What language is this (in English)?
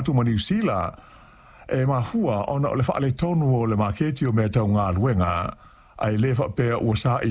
Samoan